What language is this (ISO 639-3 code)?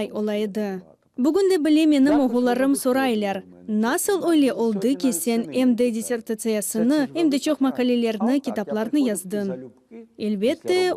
crh